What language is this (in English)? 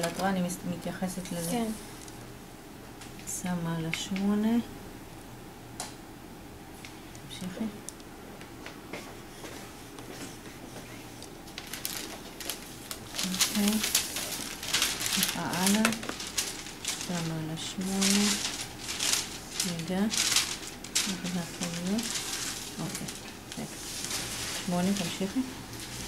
Hebrew